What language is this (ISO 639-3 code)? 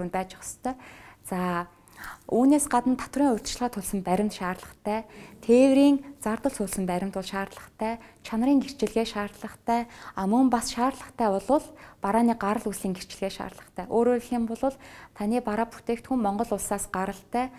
mon